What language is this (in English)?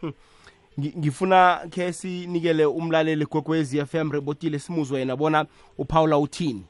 South Ndebele